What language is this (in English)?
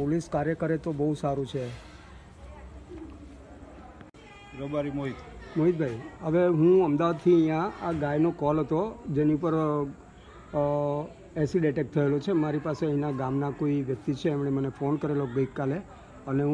Gujarati